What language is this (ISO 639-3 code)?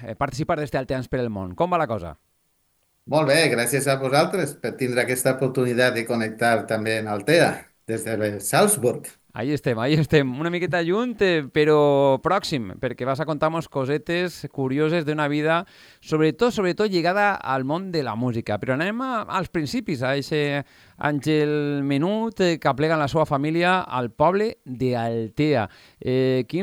cat